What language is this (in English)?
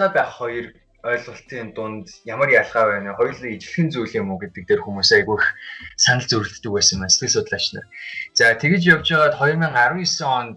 Mongolian